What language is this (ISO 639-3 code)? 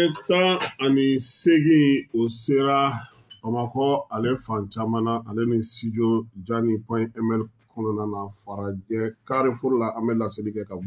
bam